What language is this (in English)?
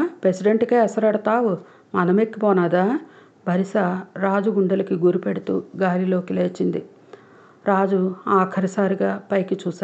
Telugu